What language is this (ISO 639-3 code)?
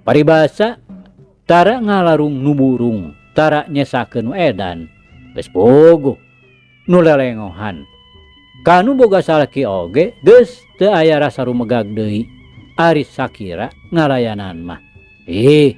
sun